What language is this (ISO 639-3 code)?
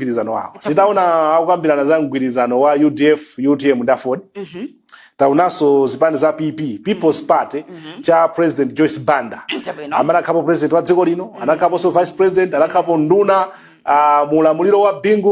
nya